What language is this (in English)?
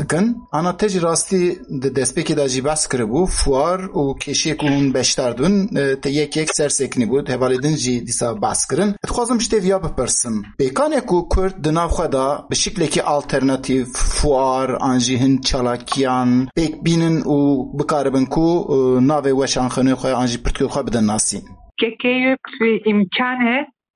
Kurdish